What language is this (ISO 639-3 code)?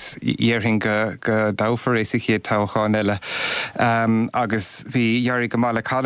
gle